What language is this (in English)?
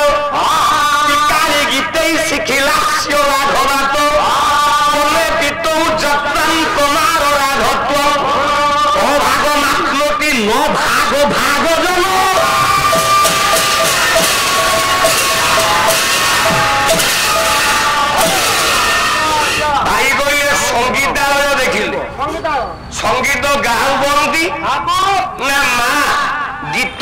Odia